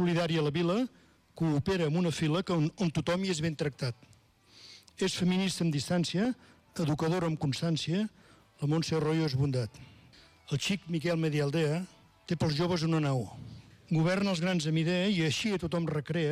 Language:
Catalan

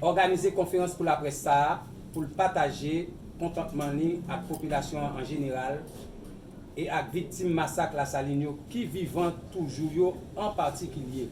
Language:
Haitian Creole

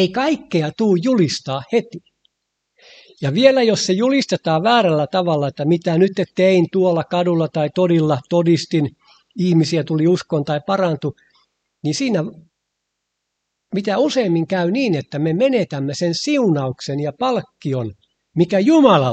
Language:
Finnish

